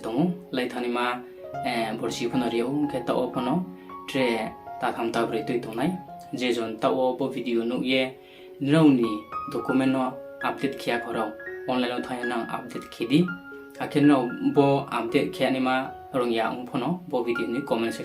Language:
Riang (India)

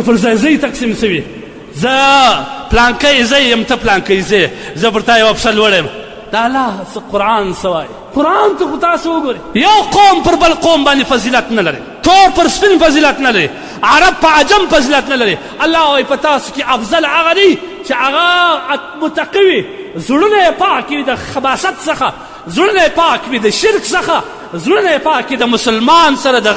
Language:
Pashto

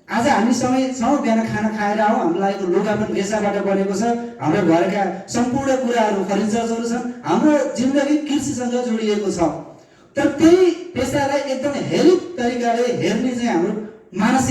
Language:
Nepali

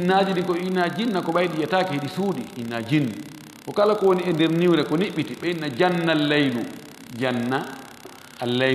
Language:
Fula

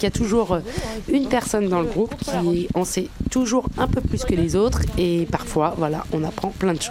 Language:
French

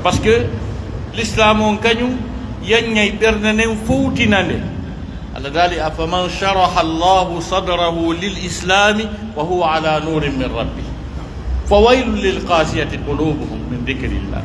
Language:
Pular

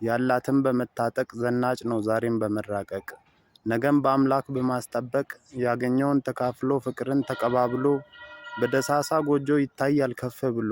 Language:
Amharic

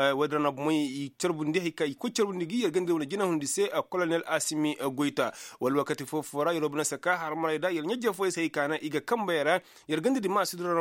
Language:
Koyraboro Senni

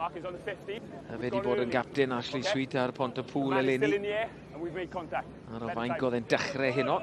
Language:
Welsh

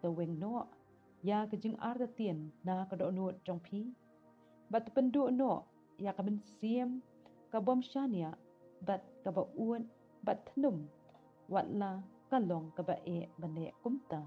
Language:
Khasi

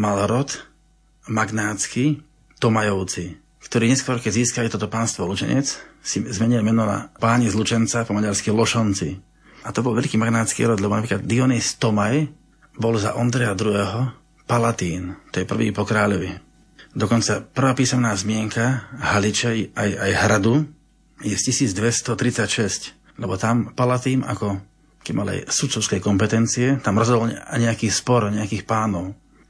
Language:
Slovak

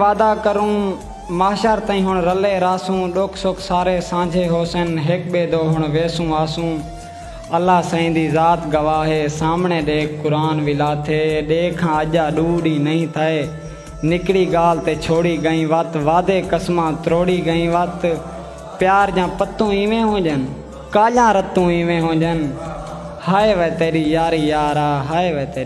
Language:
Saraiki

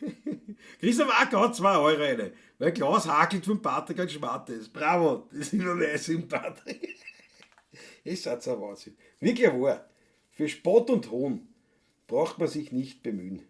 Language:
Bavarian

